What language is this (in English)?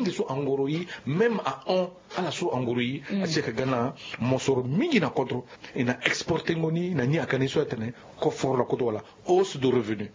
Sango